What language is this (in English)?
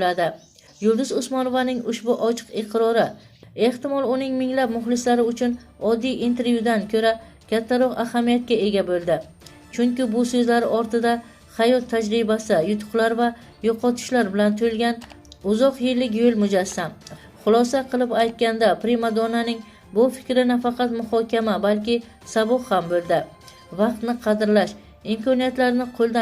Uzbek